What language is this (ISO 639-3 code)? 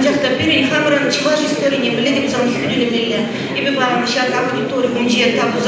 chv